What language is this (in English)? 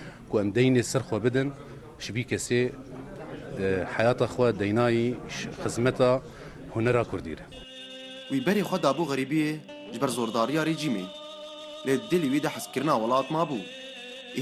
Kurdish